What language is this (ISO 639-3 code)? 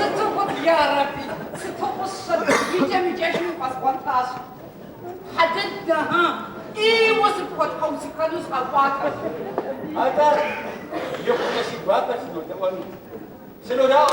kbd